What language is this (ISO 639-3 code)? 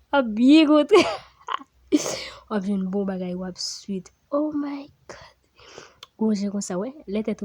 hat